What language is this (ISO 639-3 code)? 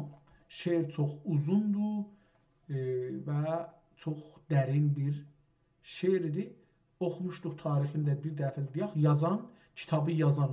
azb